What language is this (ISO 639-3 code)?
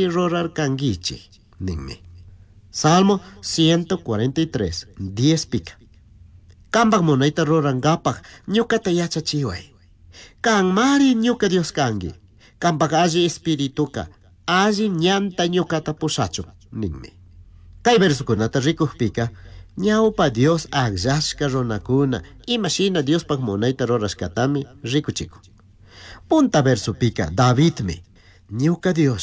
qug